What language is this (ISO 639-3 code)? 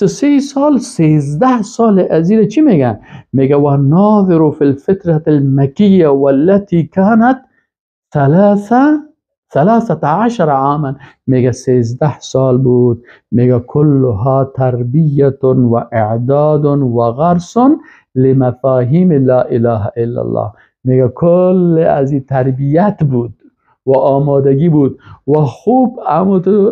fas